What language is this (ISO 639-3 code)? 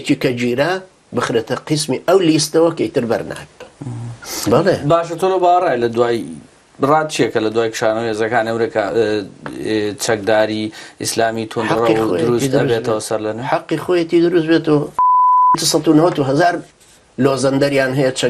ckb